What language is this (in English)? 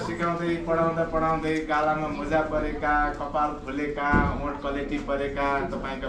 Nepali